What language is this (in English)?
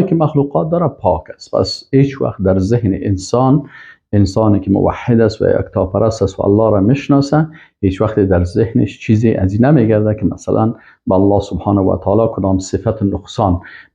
Persian